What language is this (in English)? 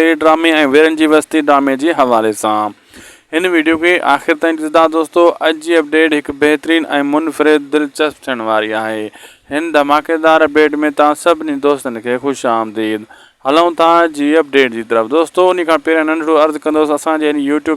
Sindhi